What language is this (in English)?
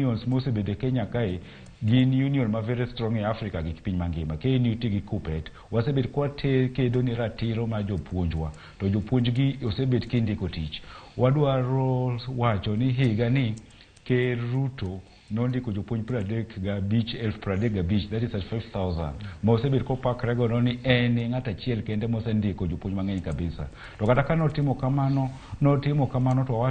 Luo (Kenya and Tanzania)